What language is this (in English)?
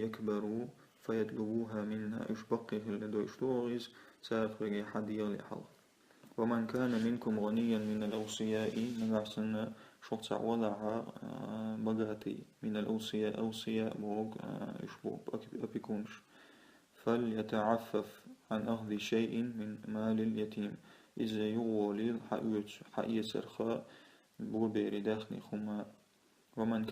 Chechen